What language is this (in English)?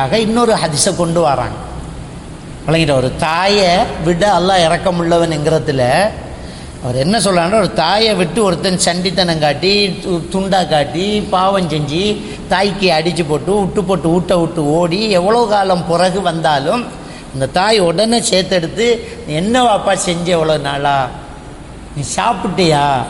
Tamil